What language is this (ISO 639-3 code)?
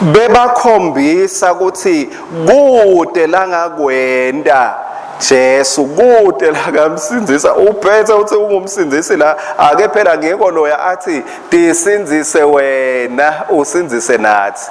ssw